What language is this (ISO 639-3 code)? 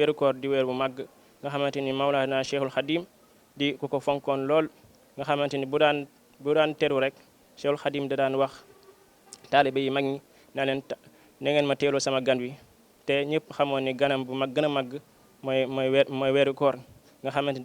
wol